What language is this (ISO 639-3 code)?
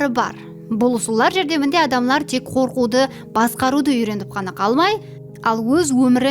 kaa